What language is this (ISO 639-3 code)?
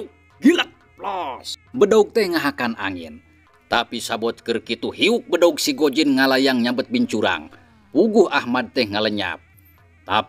sun